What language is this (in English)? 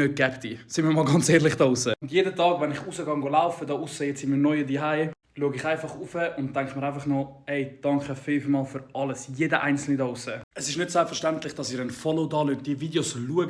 Swiss German